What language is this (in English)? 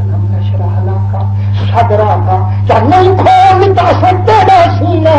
Saraiki